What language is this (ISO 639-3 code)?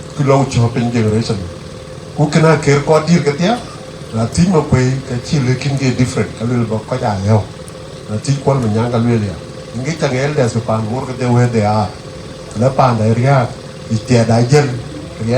din